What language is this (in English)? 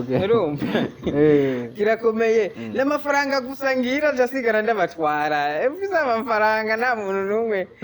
Rundi